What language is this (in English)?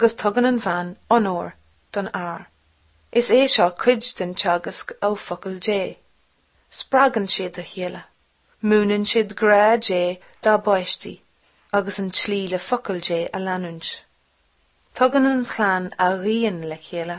Irish